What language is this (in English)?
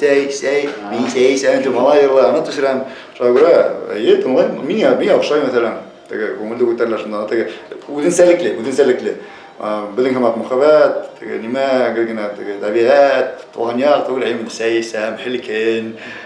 Bashkir